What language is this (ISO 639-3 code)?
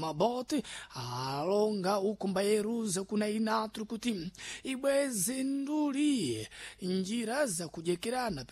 seh